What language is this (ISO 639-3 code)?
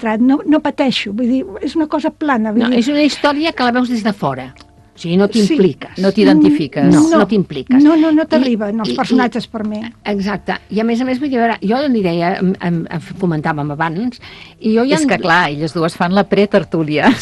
cat